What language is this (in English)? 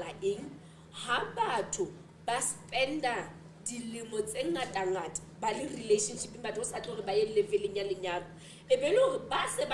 Southern Sotho